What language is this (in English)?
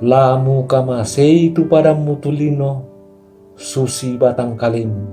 Toraja-Sa'dan